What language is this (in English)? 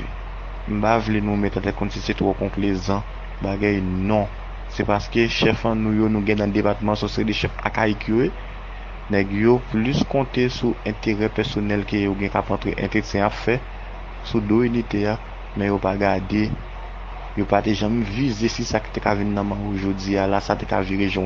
Haitian Creole